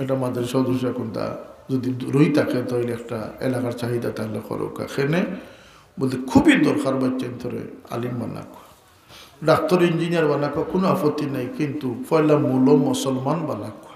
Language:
Sylheti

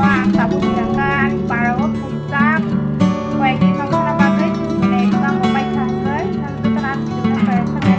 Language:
Kok Borok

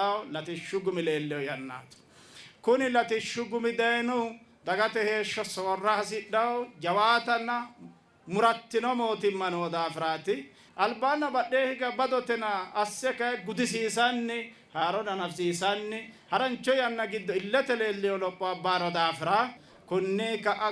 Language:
Sidamo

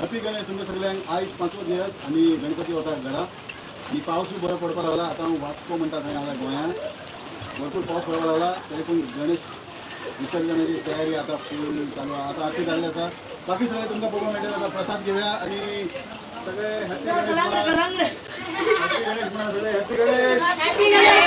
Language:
Konkani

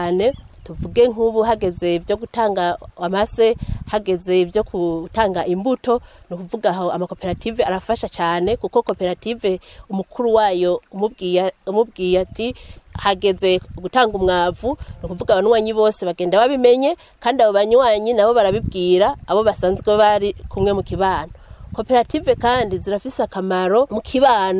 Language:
Rundi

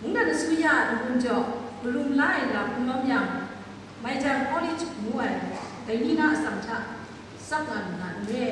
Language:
Kachin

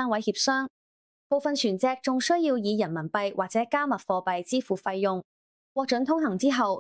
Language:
Cantonese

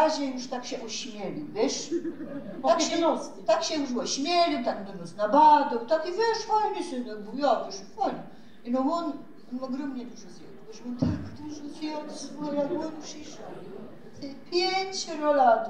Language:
Silesian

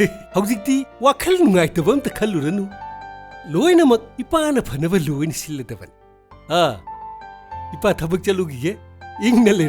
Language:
Manipuri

